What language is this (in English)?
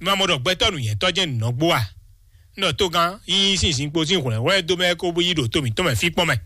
Fon